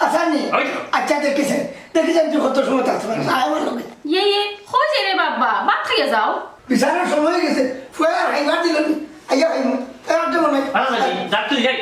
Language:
Sylheti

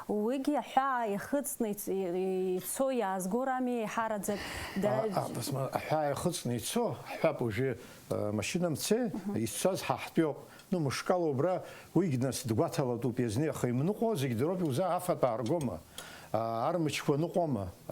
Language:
Abkhazian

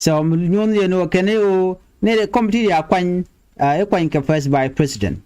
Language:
Nuer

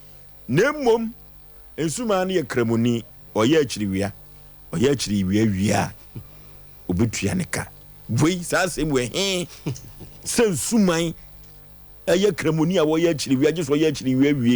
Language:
Akan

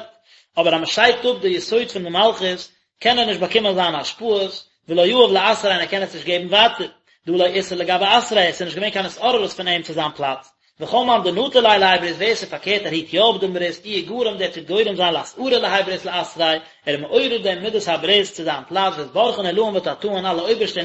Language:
Yiddish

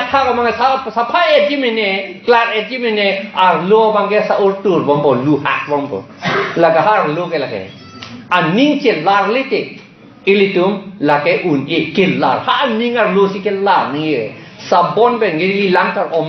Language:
Karbi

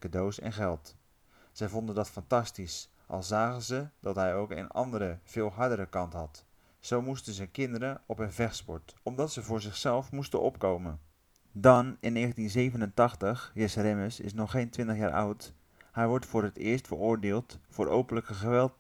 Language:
Dutch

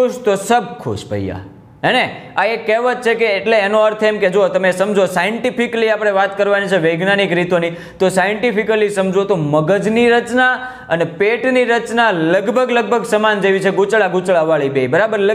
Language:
Gujarati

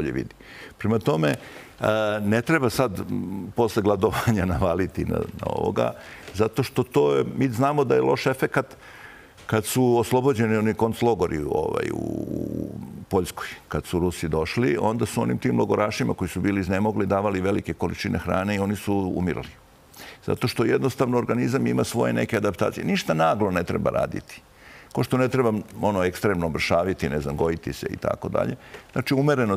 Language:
Serbian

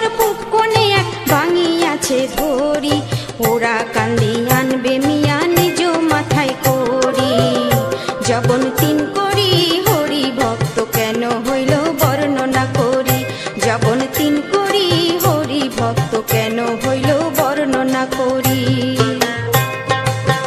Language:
Bangla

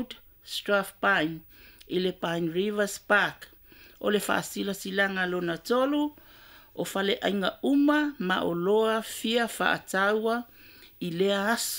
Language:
Samoan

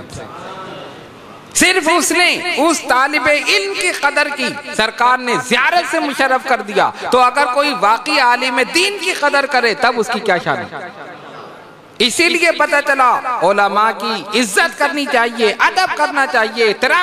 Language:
Urdu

